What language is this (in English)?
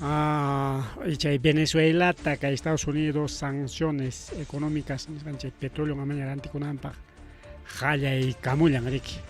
Ayacucho Quechua